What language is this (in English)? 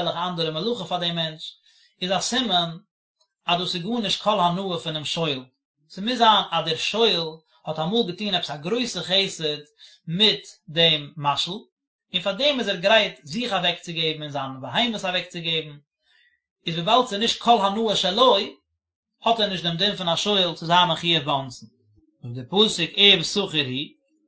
Yiddish